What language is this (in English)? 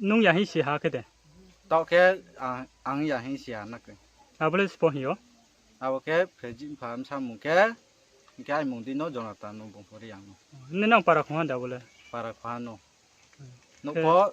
Riang (India)